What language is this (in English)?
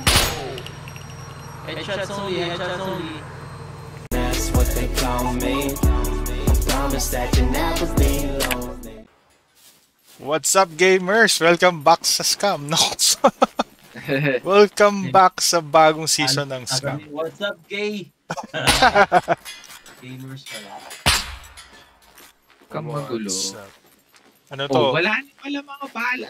Filipino